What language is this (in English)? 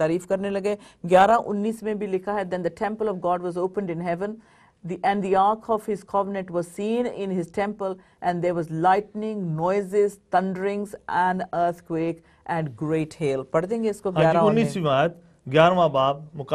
Urdu